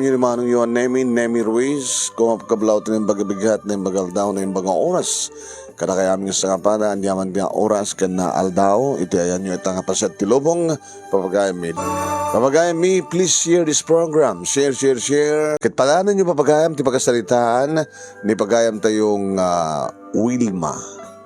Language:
Iloko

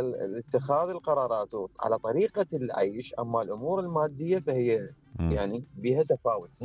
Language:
Mesopotamian Arabic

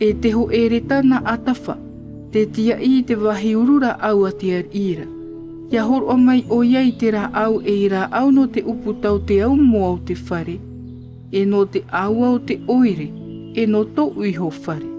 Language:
Tahitian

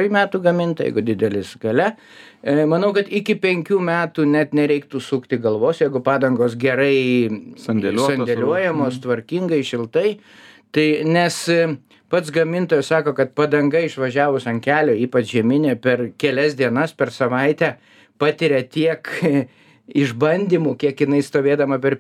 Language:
Lithuanian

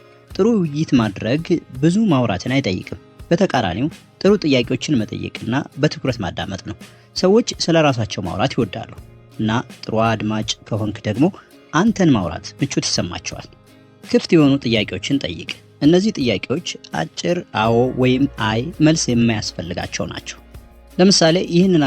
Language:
Amharic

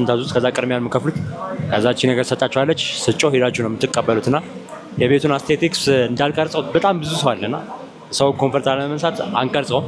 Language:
Amharic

